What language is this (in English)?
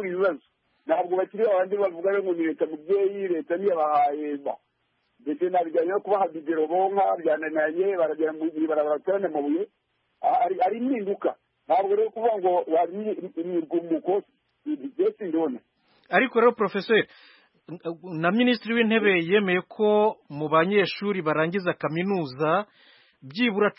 Kinyarwanda